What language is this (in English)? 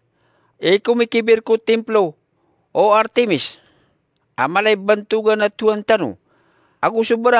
Maranao